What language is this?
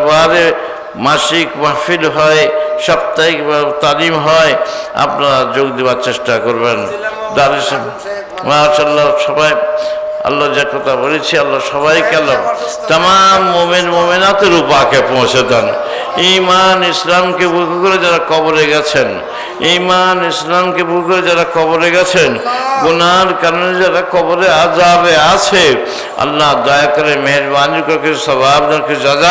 Bangla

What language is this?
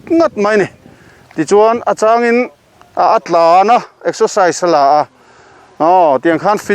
Mizo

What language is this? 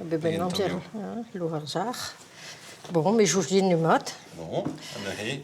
Breton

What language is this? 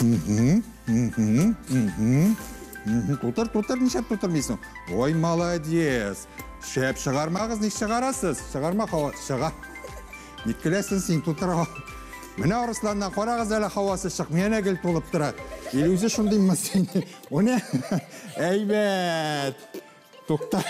Tatar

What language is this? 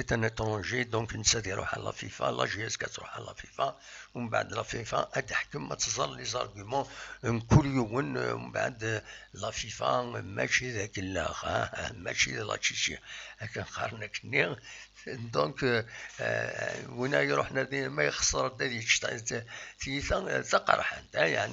Kabyle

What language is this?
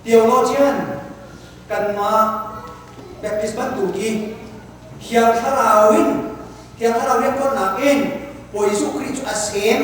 Hakha Chin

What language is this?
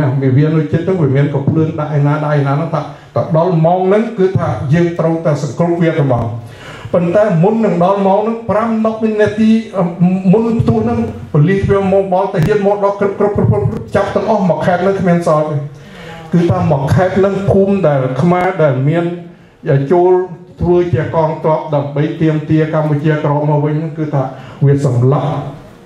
Khmer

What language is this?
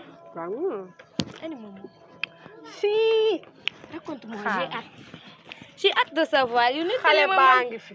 Wolof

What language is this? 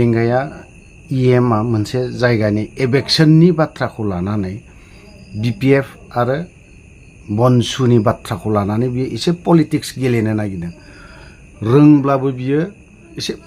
Bodo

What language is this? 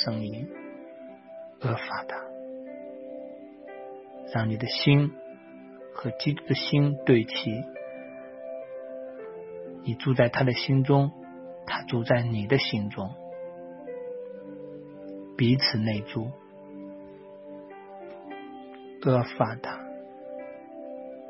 Chinese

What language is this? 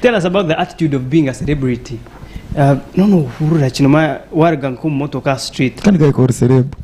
Nyankole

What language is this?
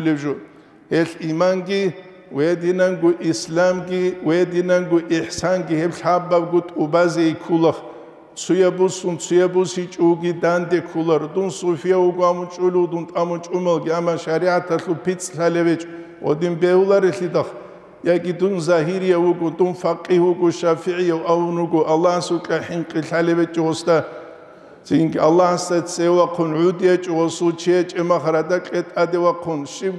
Avaric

